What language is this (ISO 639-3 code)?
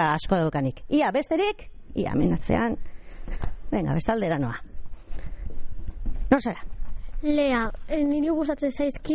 eus